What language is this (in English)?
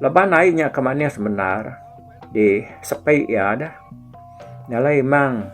Iban